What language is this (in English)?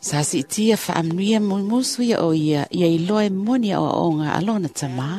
Samoan